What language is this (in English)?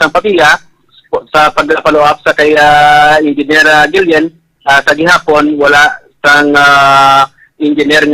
Hiligaynon